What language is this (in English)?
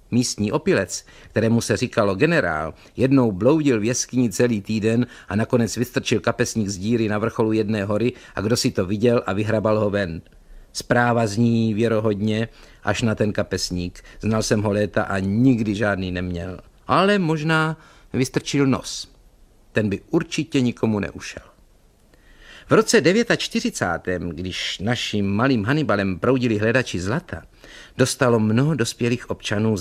Czech